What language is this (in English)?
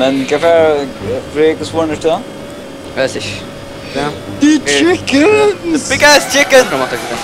Faroese